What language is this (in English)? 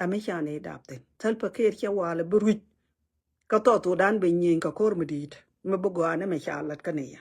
Nuer